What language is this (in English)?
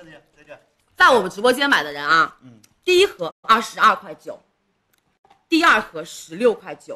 Chinese